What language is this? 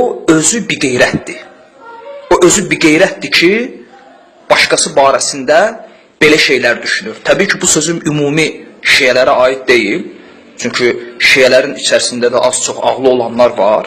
Azerbaijani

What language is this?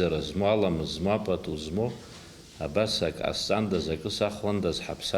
Abkhazian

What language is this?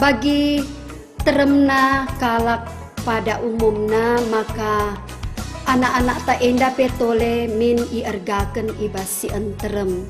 Batak Karo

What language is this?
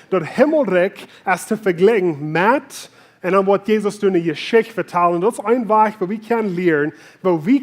Plautdietsch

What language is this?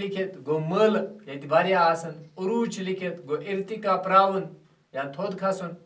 Kashmiri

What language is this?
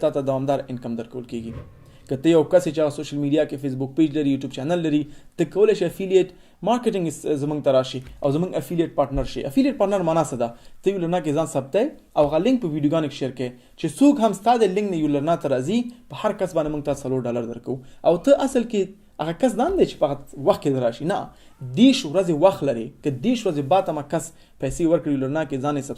Pashto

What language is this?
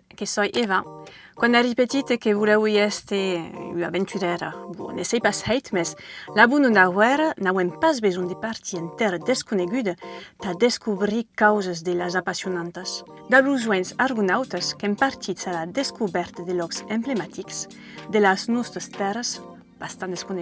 Occitan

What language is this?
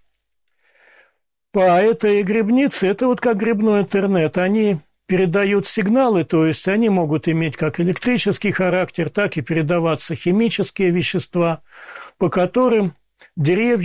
Russian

